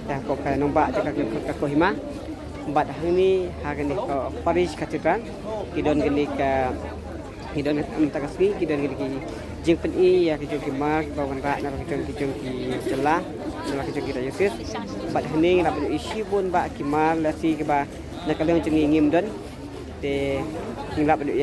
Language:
Khasi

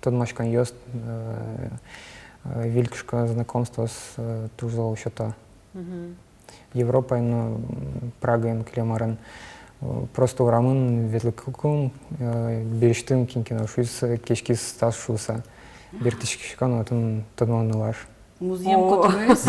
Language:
Udmurt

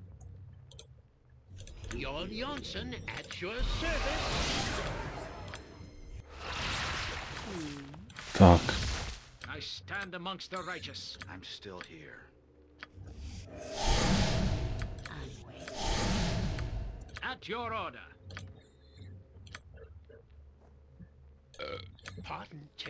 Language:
Czech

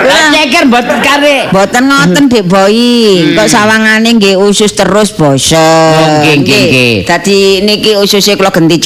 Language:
Javanese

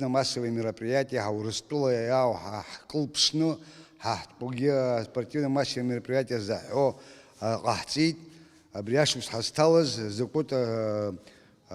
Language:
Abkhazian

